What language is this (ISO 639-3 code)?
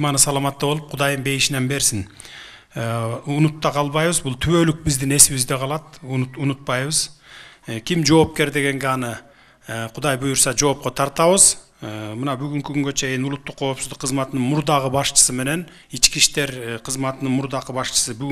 kir